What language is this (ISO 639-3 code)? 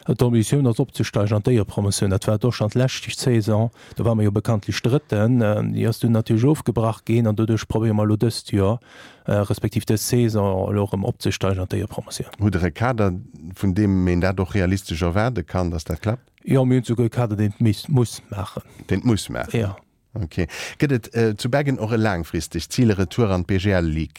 ltz